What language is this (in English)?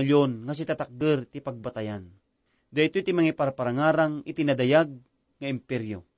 Iloko